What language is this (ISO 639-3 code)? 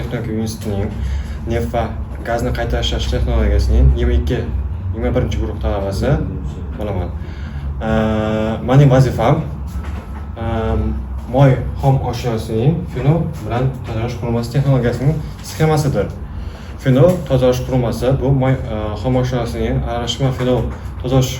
uzb